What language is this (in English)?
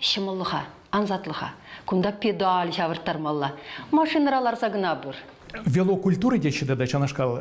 Chuvash